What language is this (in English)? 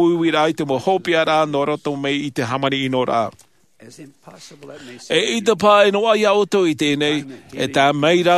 Tahitian